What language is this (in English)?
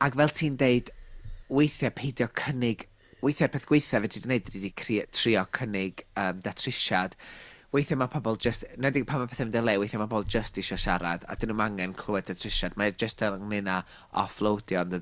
Welsh